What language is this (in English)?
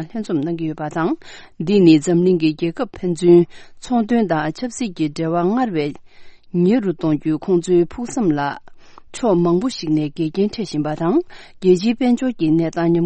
Tibetan